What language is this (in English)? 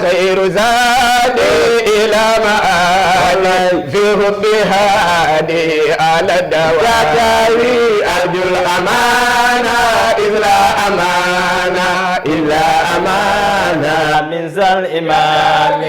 Fula